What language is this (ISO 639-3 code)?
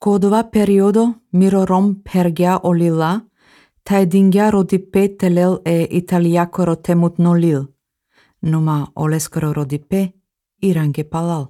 slv